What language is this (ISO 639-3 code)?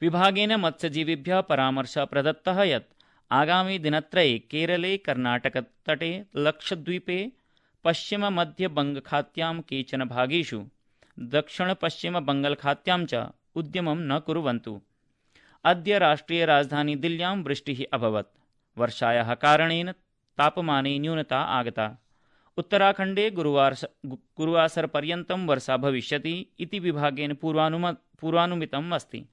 san